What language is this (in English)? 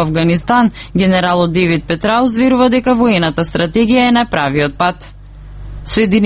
Macedonian